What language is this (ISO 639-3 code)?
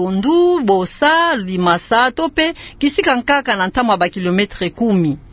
ktu